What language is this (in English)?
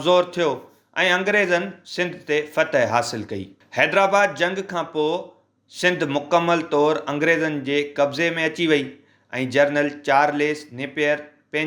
Sindhi